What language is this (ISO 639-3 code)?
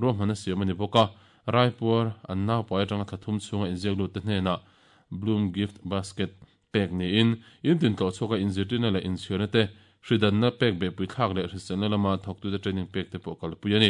lus